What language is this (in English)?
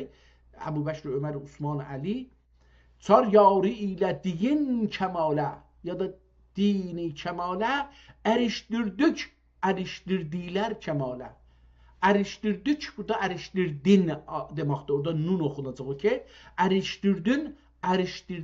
South Azerbaijani